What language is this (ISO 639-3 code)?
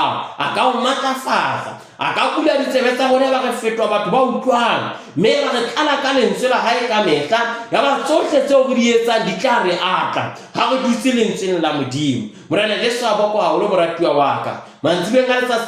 sot